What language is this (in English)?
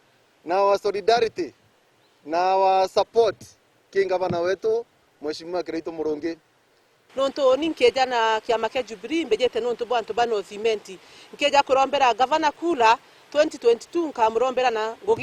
Meru